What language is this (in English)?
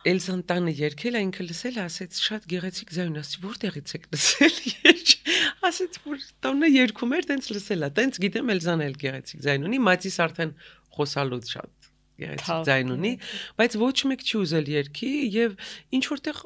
Armenian